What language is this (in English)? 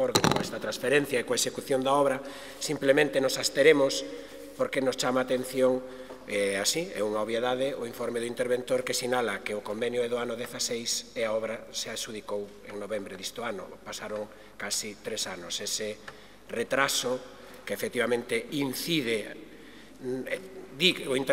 Galician